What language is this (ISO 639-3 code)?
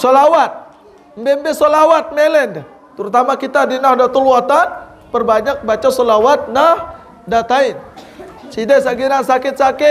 sas